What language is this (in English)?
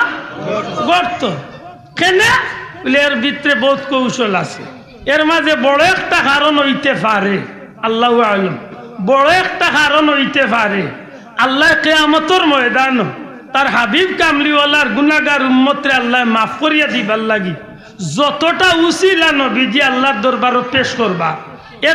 Sylheti